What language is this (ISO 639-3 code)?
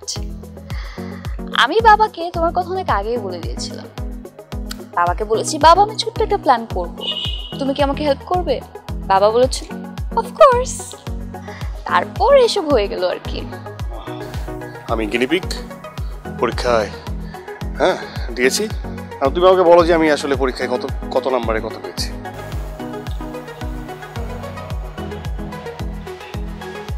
ben